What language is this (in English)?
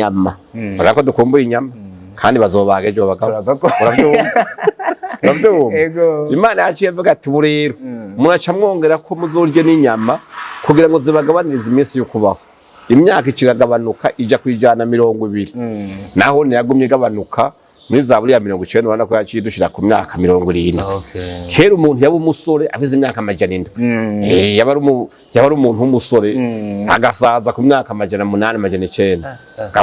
Rundi